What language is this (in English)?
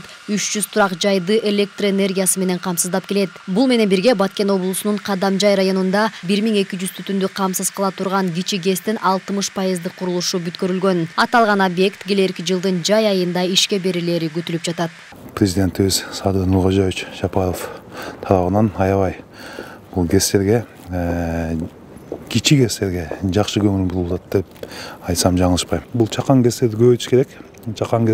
Kyrgyz